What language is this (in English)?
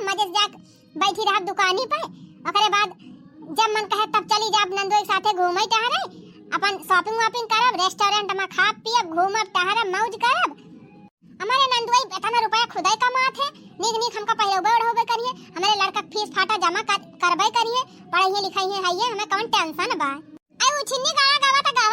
Awadhi